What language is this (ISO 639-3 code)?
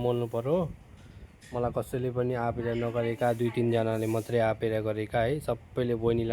nep